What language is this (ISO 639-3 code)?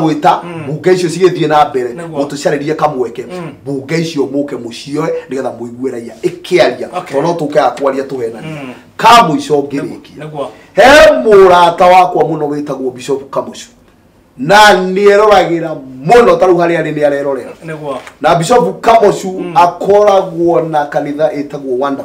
kik